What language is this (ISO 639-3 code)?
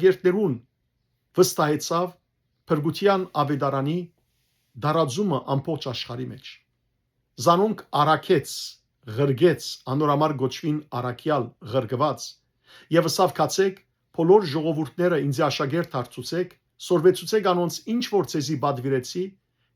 hyw